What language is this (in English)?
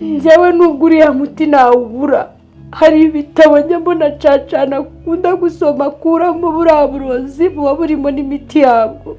Kinyarwanda